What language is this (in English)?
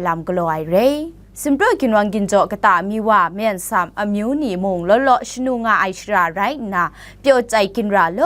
Kachin